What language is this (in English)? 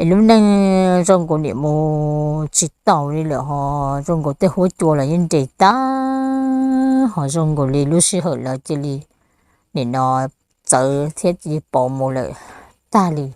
Hmong